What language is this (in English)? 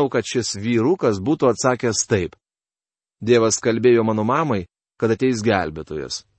Lithuanian